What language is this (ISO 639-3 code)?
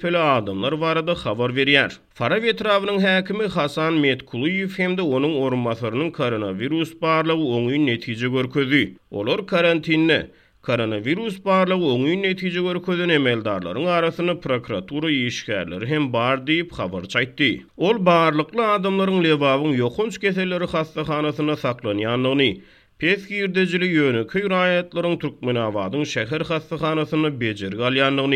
tuk